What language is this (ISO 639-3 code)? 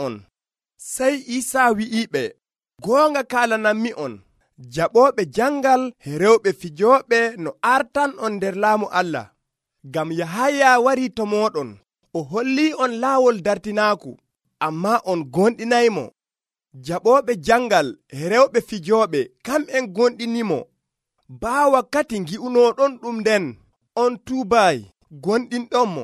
fuv